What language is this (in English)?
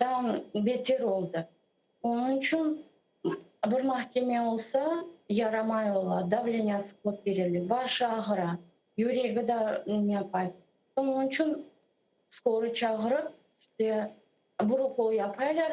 Crimean Tatar